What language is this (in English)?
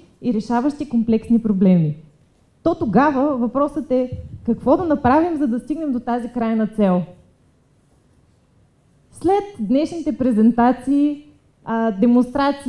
Bulgarian